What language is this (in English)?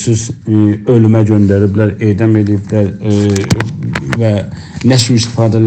South Azerbaijani